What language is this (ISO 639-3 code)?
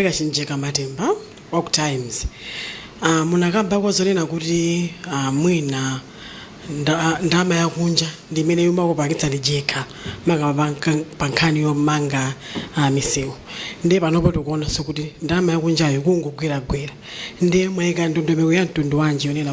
nya